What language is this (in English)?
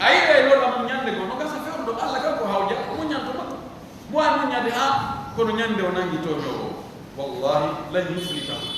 Pular